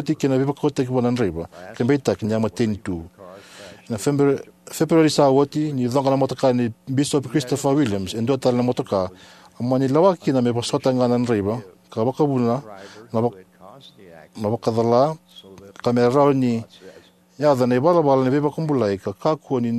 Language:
Fijian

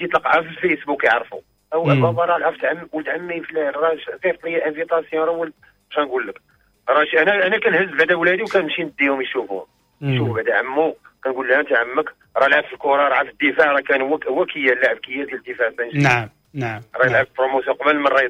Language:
Moroccan Arabic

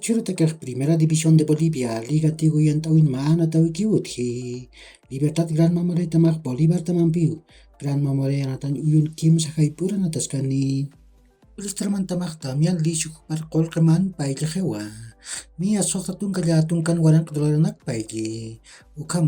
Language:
Aymara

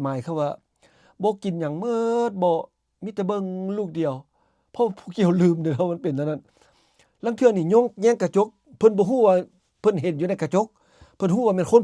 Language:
Lao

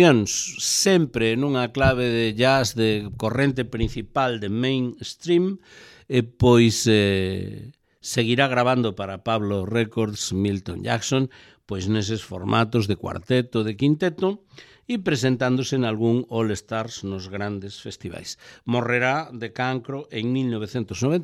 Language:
Galician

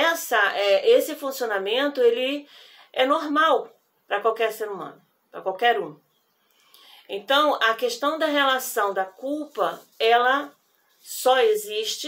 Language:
Portuguese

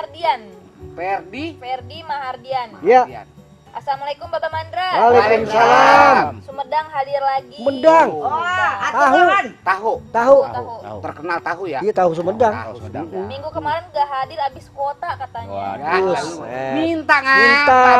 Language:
Betawi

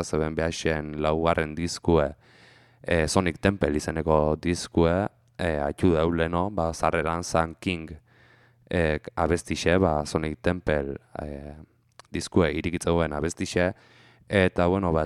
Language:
Basque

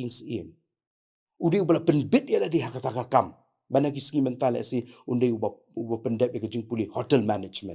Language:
Khasi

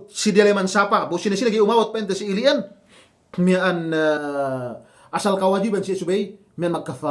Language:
Yakan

